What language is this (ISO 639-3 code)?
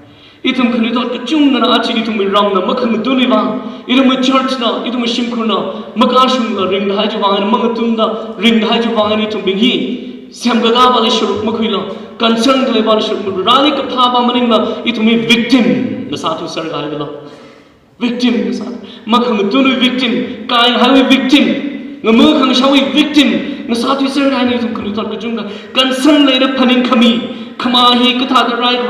nmf